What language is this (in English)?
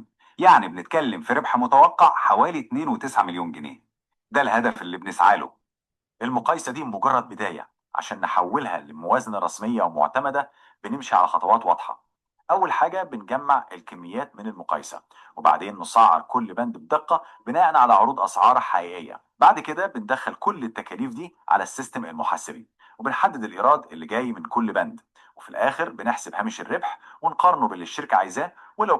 Egyptian Arabic